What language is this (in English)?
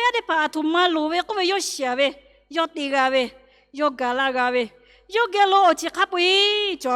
Lahu